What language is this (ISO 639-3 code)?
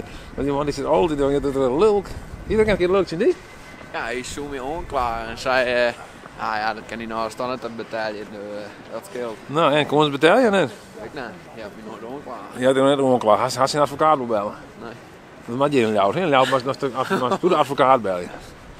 fry